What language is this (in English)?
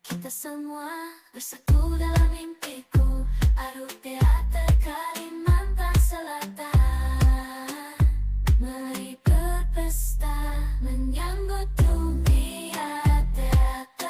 Banjar